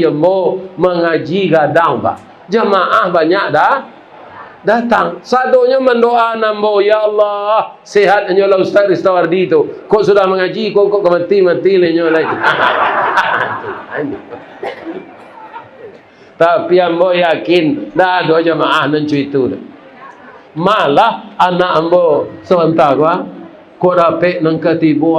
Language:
Minangkabau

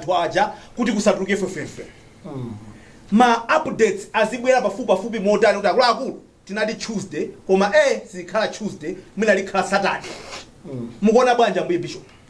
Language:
Nyanja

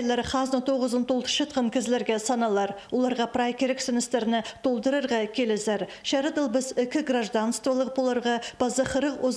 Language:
Khakas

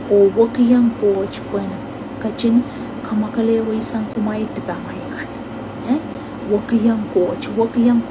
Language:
Pohnpeian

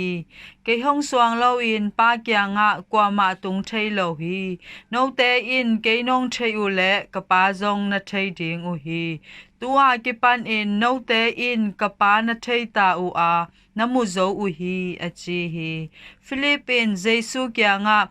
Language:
Tedim Chin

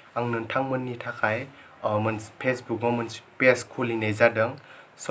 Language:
Bodo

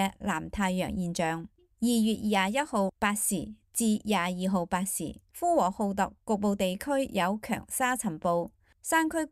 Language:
Cantonese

